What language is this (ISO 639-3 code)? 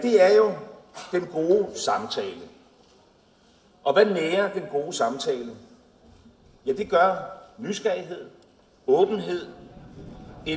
dan